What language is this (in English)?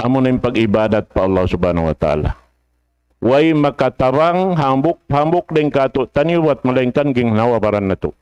Tausug